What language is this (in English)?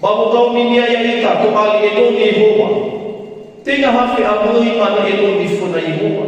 Nias